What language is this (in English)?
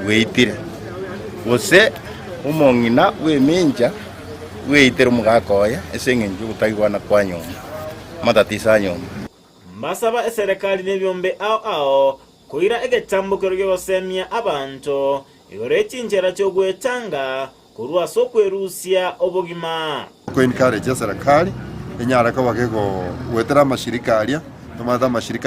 Gusii